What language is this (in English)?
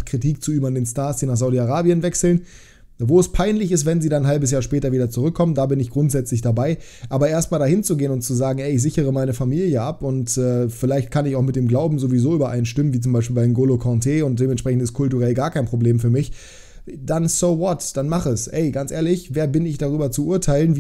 German